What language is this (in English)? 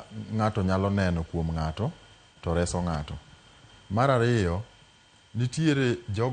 Luo (Kenya and Tanzania)